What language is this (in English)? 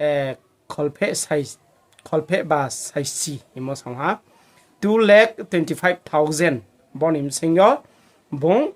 Riang (India)